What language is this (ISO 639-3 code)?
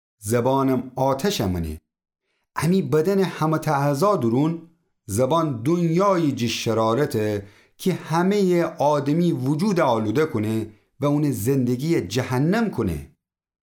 glk